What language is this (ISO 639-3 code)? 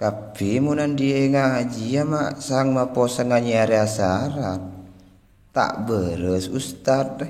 mad